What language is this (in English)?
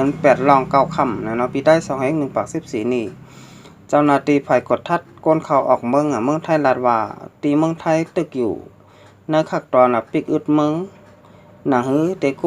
Shan